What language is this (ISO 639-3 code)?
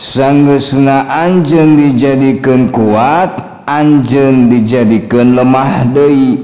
sun